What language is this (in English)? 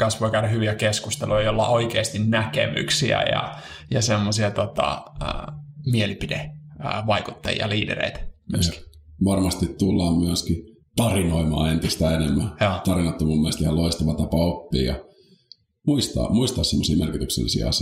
Finnish